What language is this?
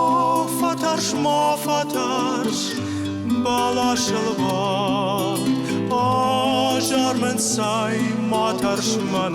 Ossetic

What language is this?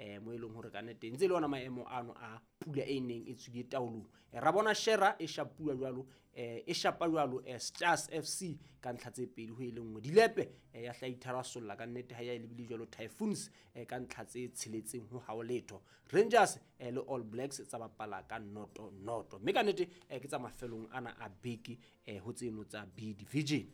Southern Sotho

